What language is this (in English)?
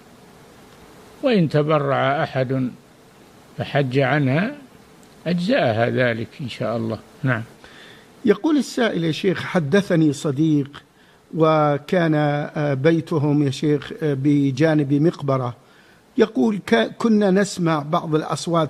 Arabic